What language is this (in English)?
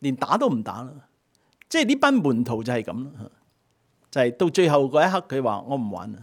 Cantonese